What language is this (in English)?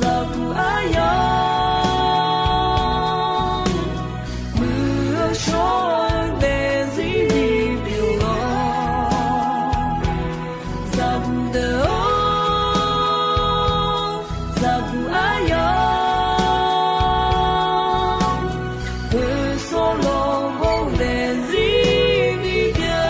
Akha